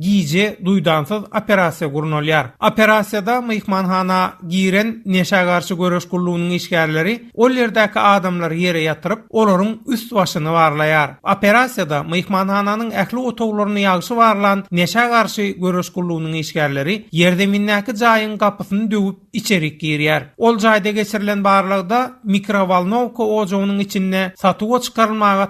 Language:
Turkmen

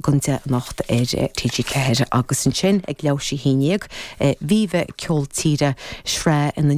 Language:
Irish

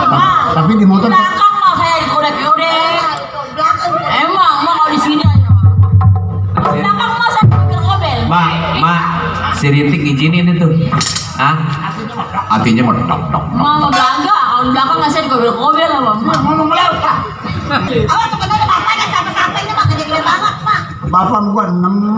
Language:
Betawi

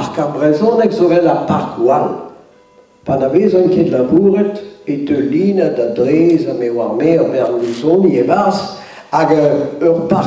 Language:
Breton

